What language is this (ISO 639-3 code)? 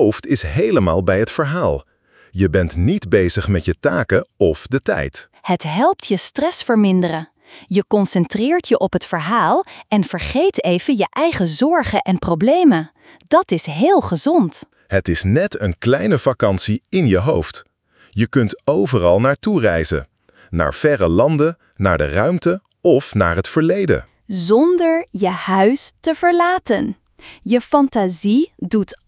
nld